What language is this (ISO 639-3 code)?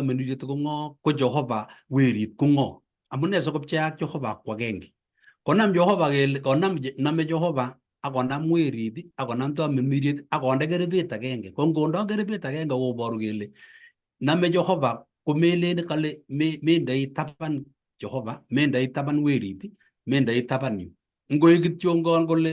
kln